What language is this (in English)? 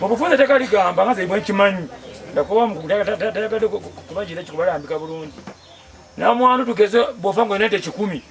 Ganda